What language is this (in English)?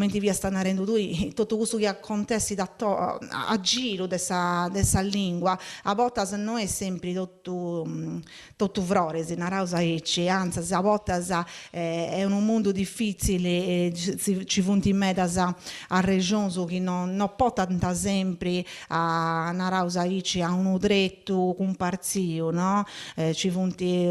Sardinian